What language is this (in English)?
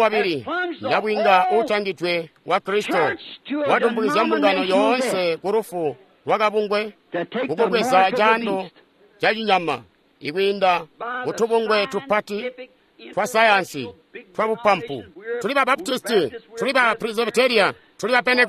Tonga (Zambia)